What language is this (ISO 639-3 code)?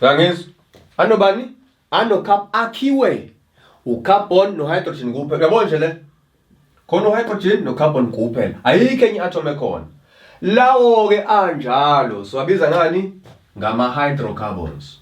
zul